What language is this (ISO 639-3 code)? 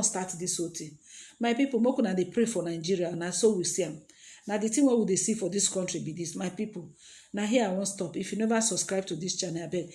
pcm